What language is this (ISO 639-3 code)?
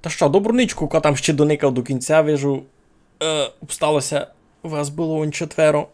rue